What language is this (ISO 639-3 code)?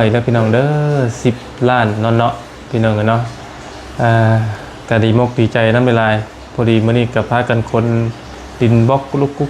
lao